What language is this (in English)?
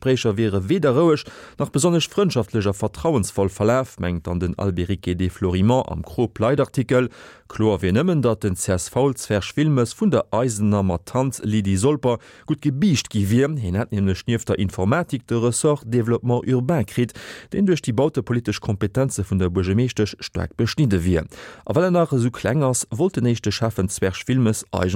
Luxembourgish